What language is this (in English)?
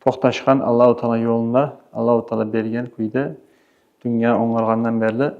Kumyk